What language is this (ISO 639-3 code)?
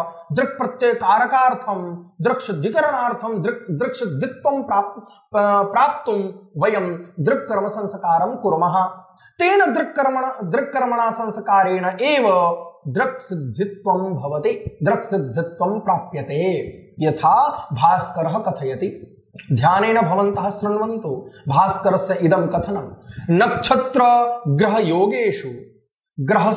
san